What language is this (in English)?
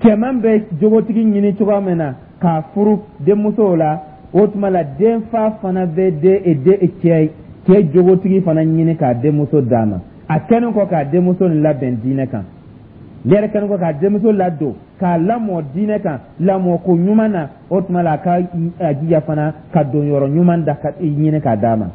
Dyula